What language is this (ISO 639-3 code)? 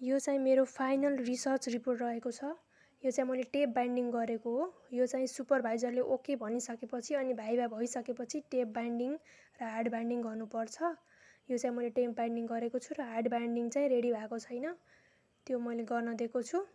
nep